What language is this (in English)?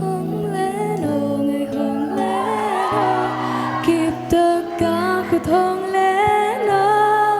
Tedim Chin